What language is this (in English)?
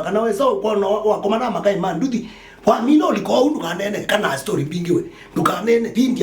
Kamba